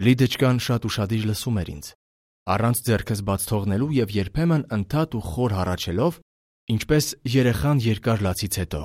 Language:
Armenian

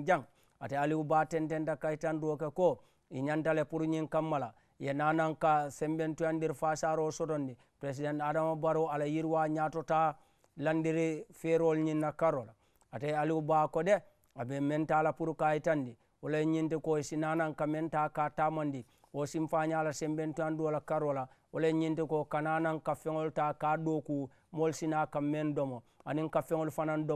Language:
Mandingo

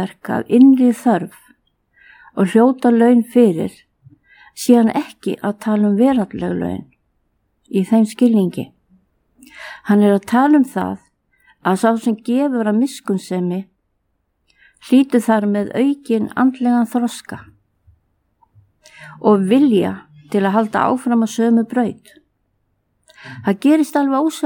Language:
Icelandic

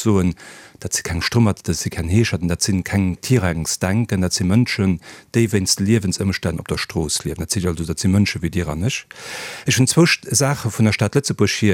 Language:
Luxembourgish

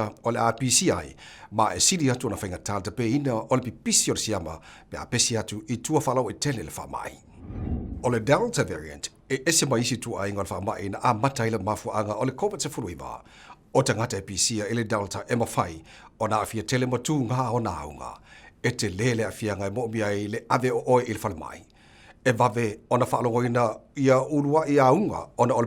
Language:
Samoan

